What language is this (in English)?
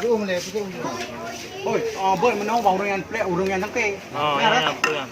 Achinese